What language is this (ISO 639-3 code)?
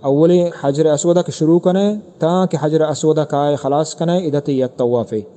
bgp